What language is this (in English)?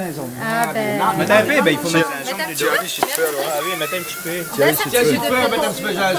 Réunion Creole French